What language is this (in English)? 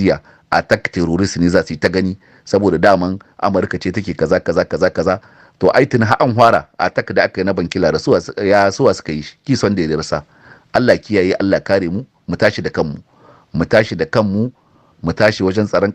Hausa